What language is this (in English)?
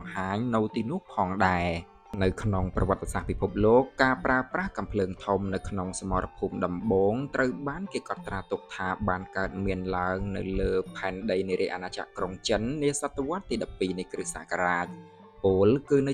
Khmer